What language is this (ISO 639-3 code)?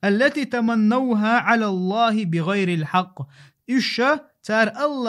che